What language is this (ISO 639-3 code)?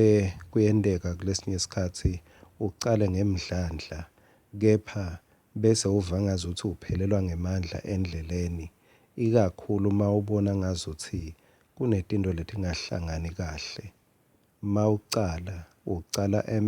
ssw